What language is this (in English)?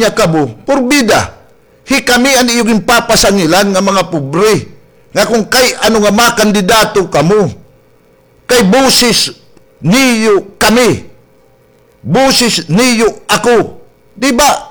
Waray